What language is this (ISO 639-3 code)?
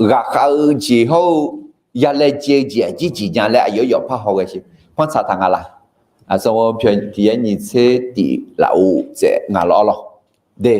ahk